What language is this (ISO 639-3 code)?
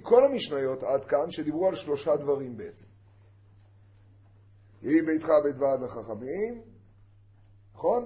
heb